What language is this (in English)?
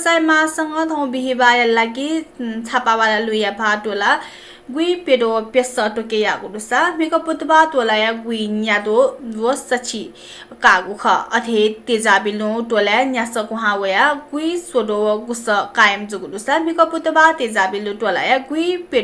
Newari